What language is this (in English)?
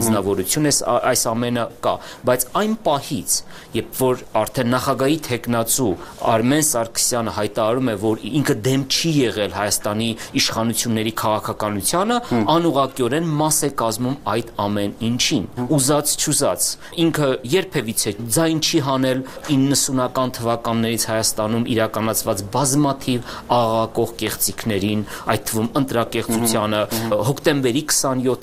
Armenian